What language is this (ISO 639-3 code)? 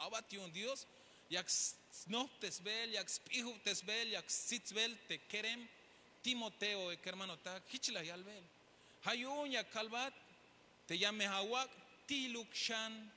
tzh